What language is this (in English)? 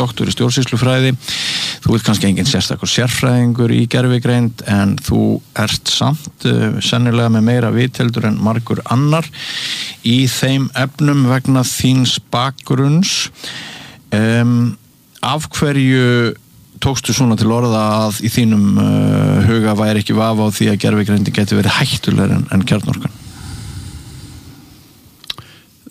Icelandic